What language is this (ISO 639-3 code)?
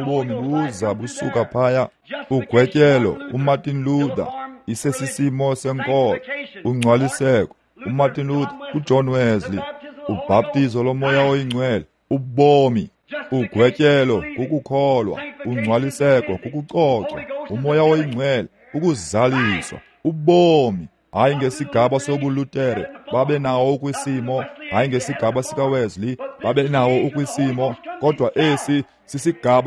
xho